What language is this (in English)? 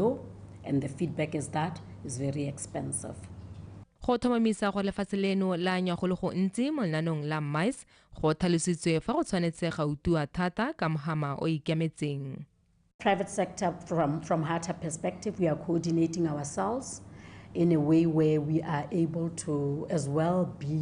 Tswana